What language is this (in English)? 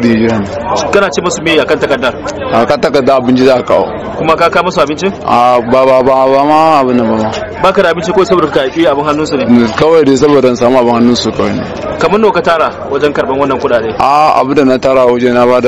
Hausa